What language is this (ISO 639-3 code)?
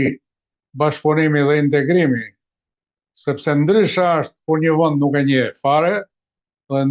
sqi